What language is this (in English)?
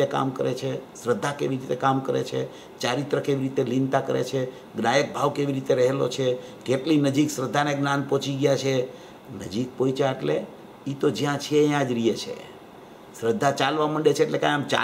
Gujarati